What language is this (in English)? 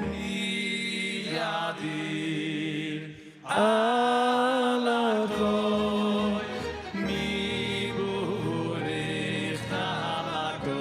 Yiddish